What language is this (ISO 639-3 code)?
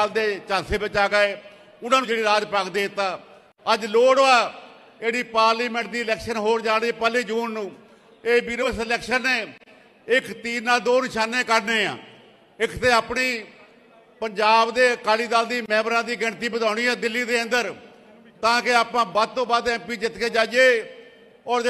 pan